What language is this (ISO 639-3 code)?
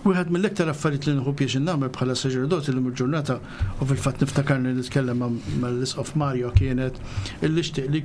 mlt